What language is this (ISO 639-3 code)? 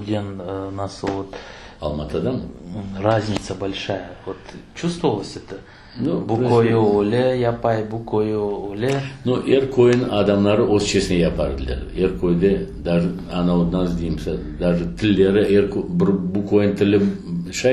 crh